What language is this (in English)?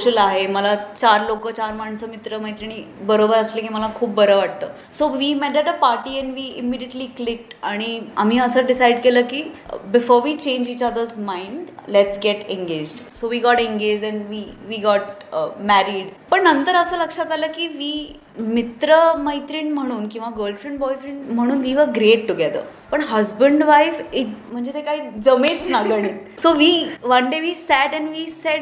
Marathi